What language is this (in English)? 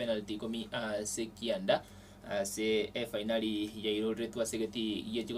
Gusii